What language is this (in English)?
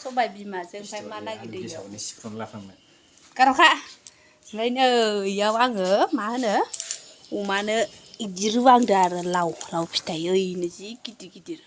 Bodo